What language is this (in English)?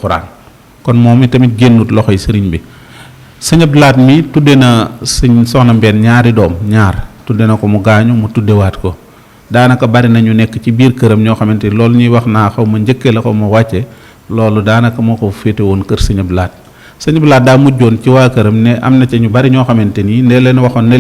Wolof